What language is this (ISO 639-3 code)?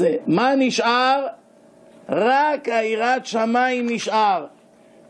heb